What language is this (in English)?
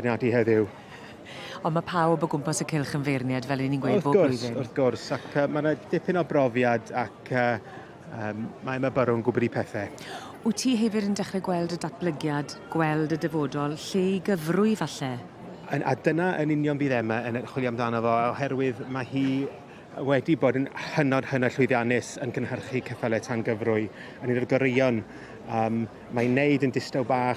Welsh